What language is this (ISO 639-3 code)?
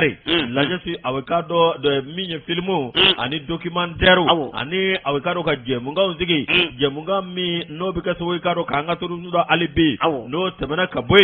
bam